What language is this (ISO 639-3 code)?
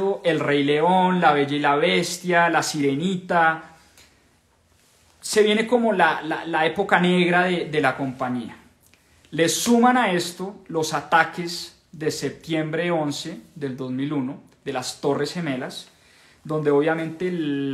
spa